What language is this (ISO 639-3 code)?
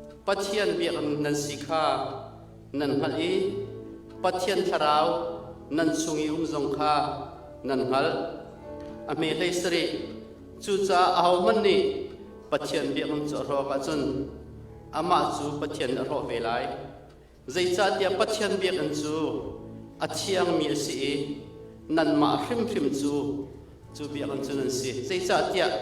cnh